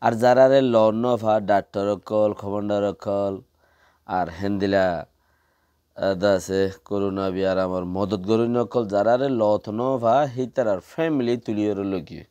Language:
Rohingya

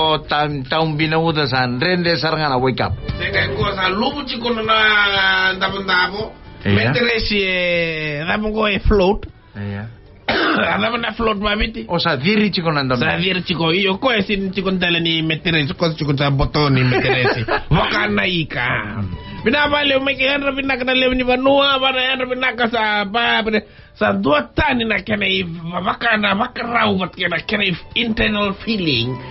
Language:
Fijian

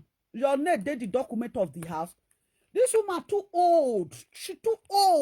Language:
Nigerian Pidgin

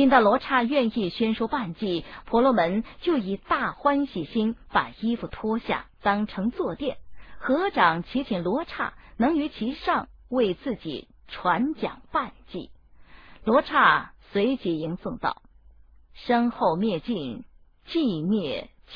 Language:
Chinese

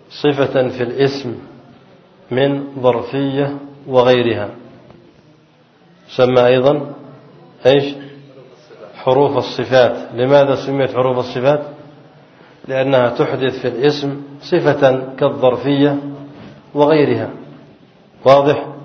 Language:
Arabic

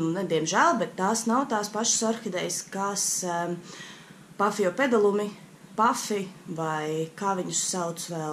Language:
Latvian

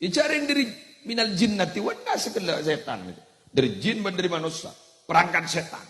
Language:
Madurese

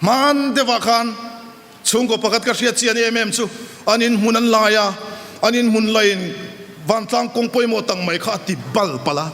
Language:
Mizo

